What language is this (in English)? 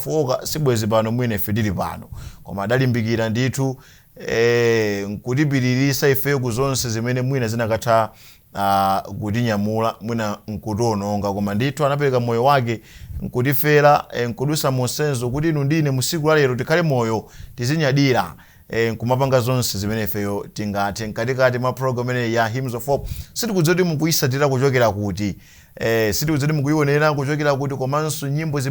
Nyanja